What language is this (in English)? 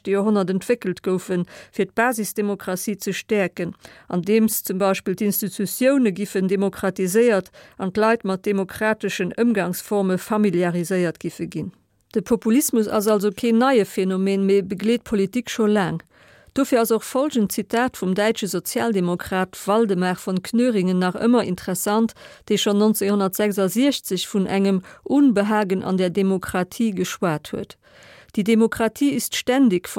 Luxembourgish